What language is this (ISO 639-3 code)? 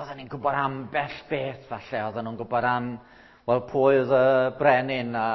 cym